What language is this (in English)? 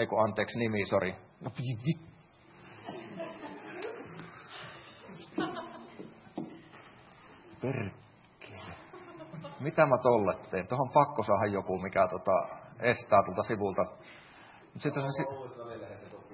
Finnish